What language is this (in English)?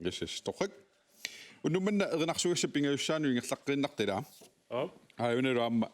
Kalaallisut